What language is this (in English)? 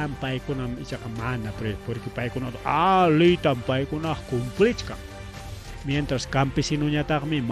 Ayacucho Quechua